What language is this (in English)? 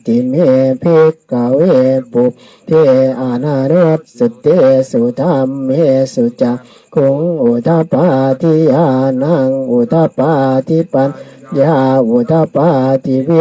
Pali